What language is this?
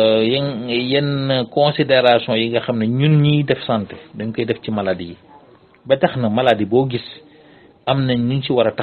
Wolof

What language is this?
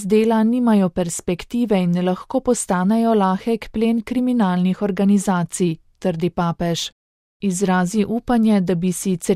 Slovenian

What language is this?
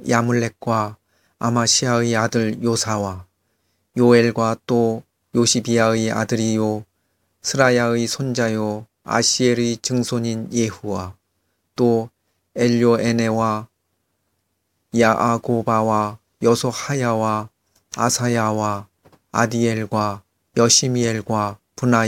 Korean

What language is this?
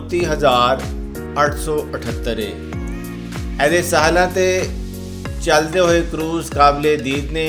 Punjabi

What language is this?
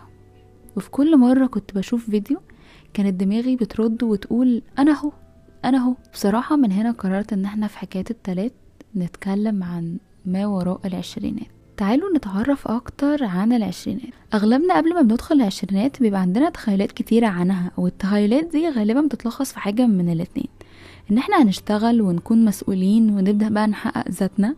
Egyptian Arabic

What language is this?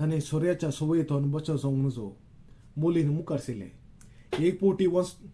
Konkani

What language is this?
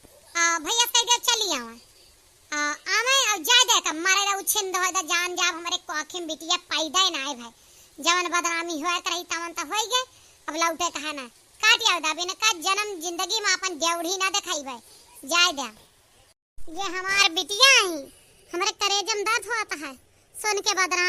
Awadhi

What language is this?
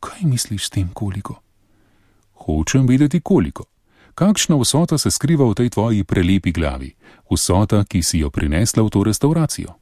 Slovenian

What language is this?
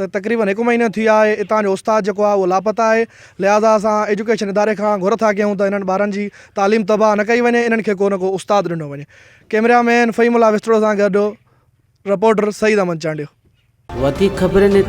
Sindhi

